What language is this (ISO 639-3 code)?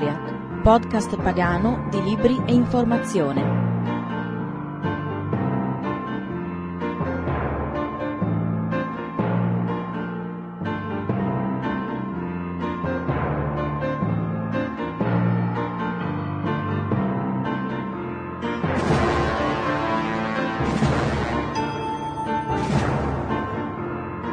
ita